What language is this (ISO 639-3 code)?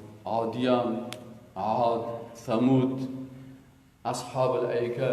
fas